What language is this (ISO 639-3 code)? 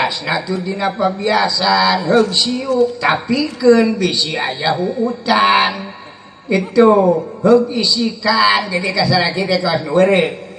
sun